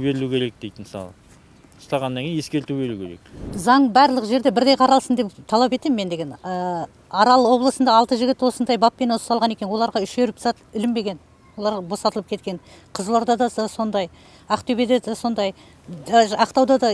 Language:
Kazakh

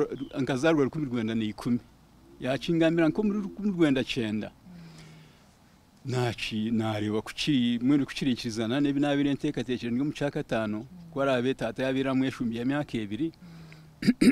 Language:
Kinyarwanda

